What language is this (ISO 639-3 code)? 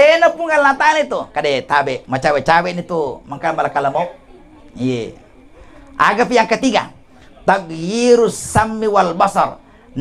bug